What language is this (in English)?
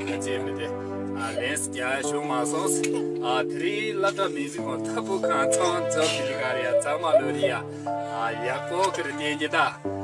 Tibetan